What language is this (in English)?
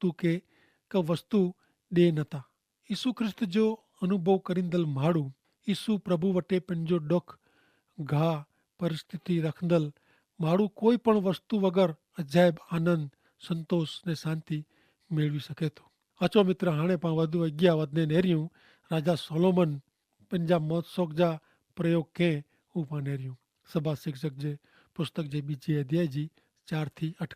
Kachhi